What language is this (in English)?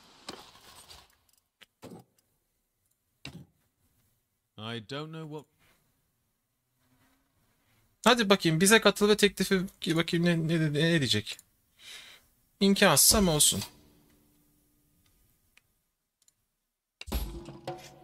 Turkish